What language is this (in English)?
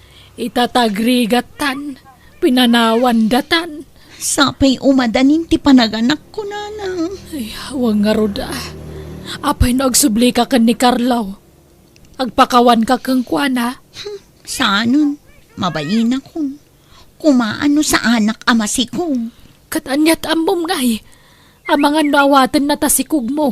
Iloko